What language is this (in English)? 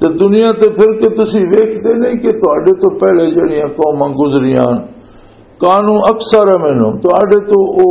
Western Panjabi